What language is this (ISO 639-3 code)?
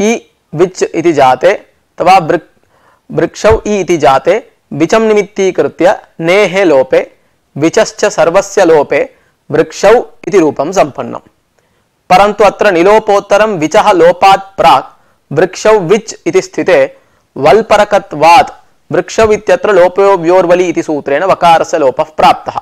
san